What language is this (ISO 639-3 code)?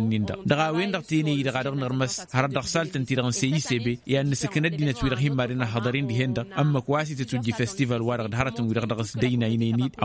taq